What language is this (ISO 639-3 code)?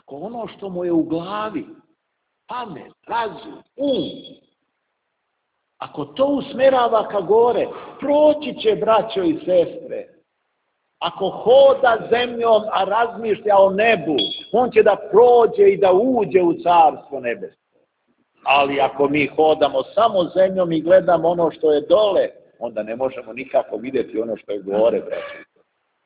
srp